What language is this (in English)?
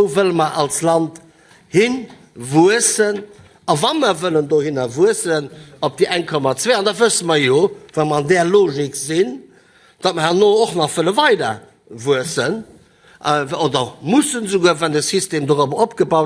Luxembourgish